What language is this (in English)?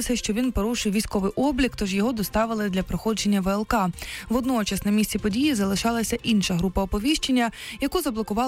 Ukrainian